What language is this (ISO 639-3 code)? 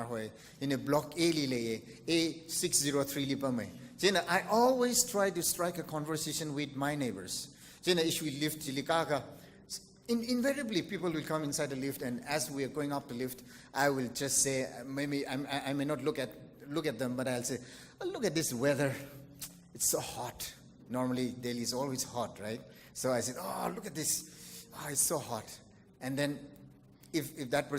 nmf